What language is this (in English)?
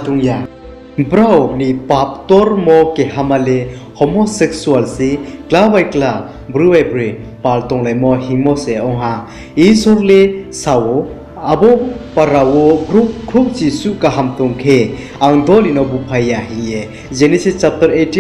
Riang (India)